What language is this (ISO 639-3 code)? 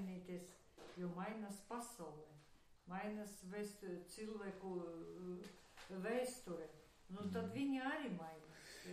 lav